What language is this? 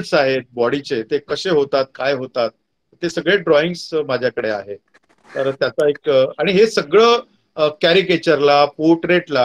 Marathi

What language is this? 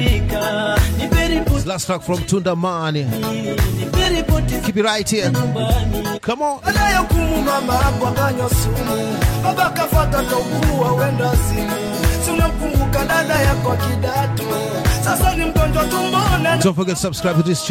Swahili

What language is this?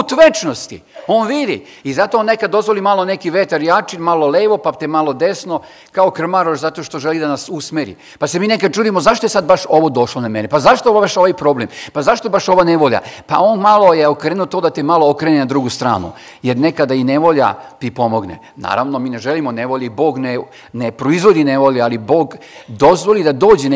Serbian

